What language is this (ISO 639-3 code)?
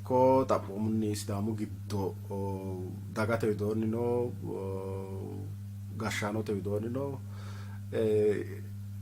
sid